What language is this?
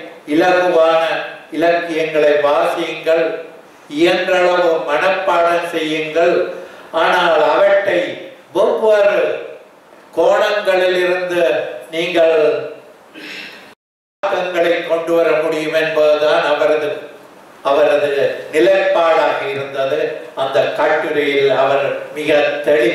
Tamil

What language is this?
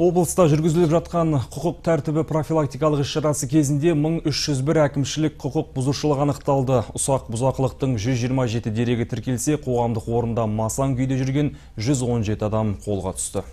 Kyrgyz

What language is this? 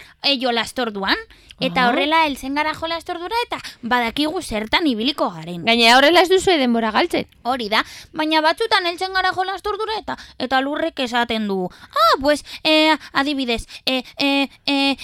Basque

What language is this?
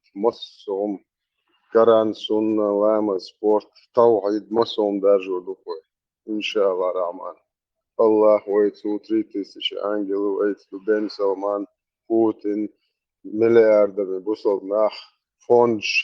Chechen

